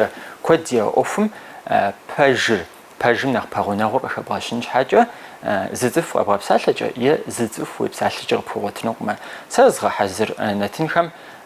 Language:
Kabardian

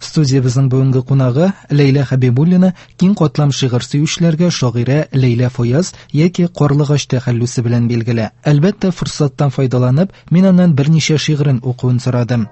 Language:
Tatar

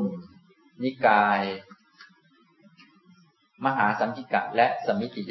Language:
Thai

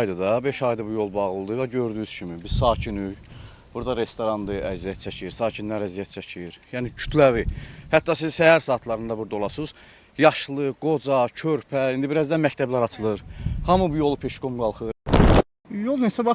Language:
Azerbaijani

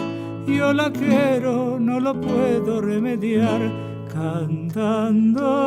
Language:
Ladino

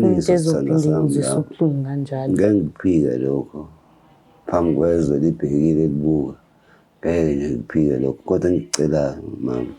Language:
Zulu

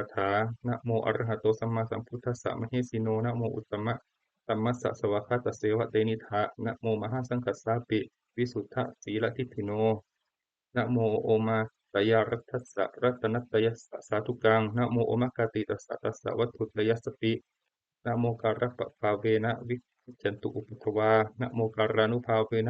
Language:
Pali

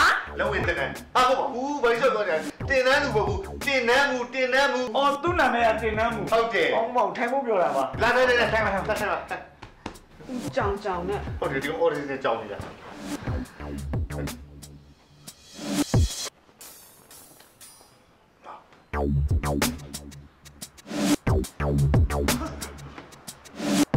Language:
Burmese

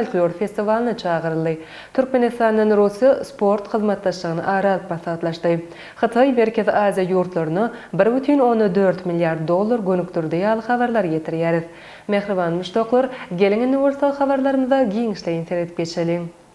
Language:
Turkmen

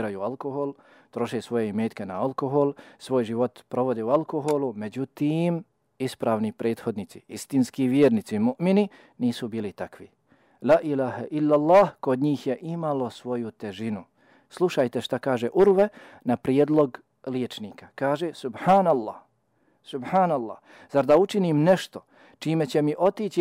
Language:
Bosnian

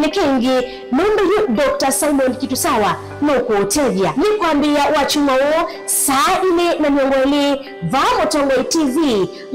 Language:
Kamba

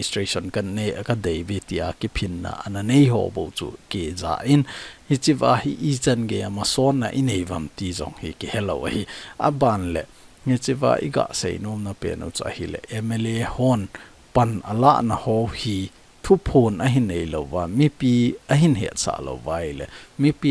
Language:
Thado Chin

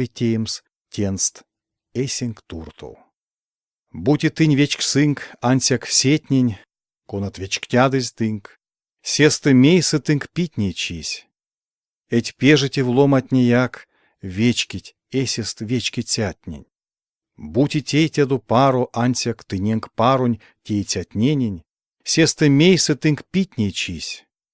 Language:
Erzya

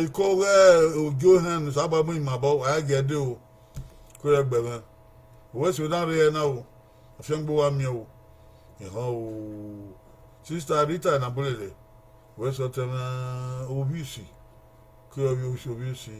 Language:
Bini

